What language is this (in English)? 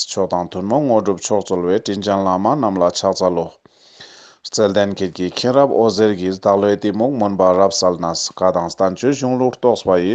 Ladakhi